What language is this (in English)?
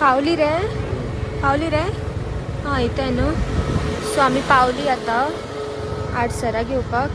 Konkani